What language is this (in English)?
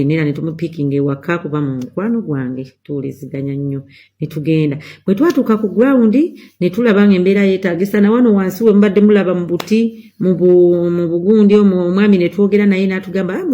Ganda